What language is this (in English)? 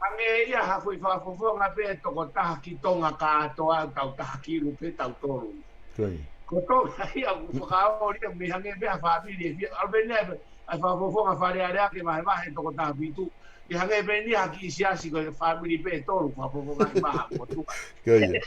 Tongan